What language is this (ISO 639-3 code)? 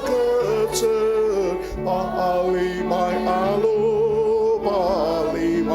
njo